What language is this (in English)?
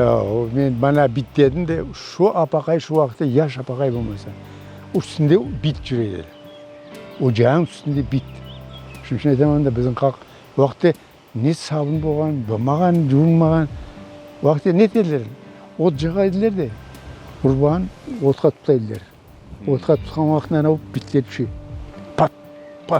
Crimean Tatar